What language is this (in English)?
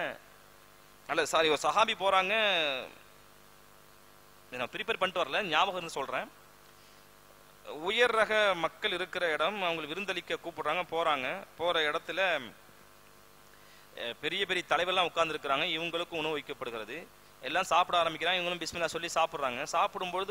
Tamil